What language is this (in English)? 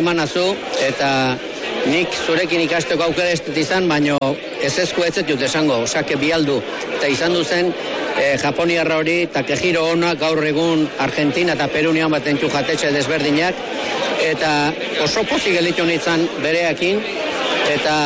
Basque